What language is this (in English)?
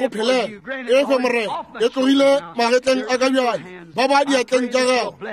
Northern Sotho